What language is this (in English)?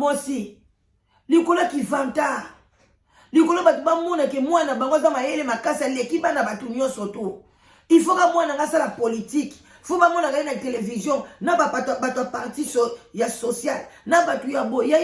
Lingala